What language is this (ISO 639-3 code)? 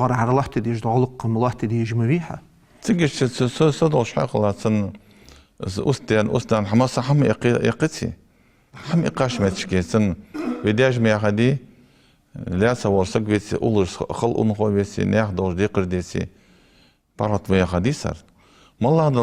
inh